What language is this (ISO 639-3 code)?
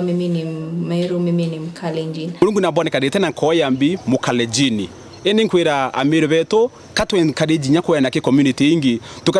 mer